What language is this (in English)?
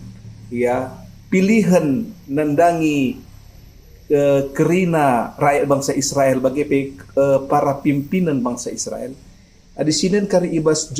Batak Karo